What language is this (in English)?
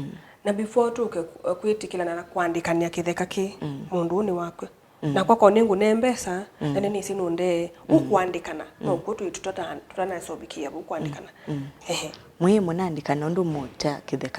Kamba